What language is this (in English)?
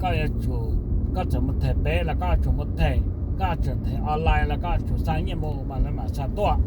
Hmong